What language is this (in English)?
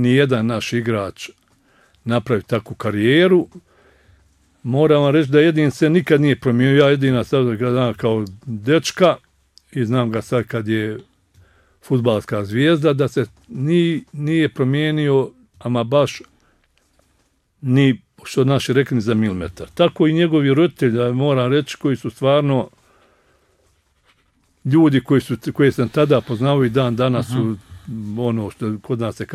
Bosnian